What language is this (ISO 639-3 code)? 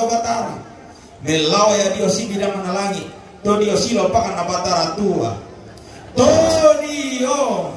sda